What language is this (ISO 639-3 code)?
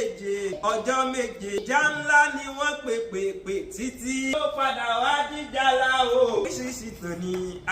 yor